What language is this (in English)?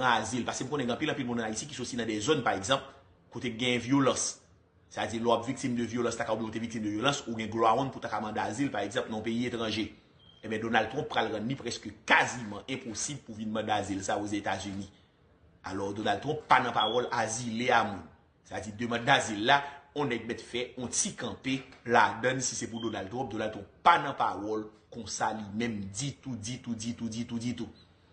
Haitian Creole